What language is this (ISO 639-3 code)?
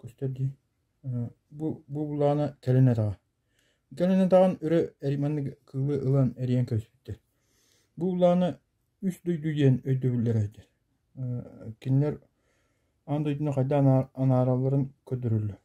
sah